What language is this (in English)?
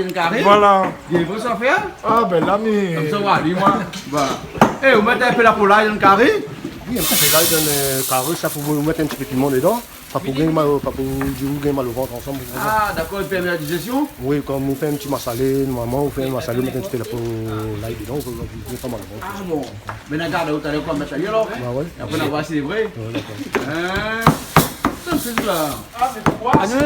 Réunion Creole French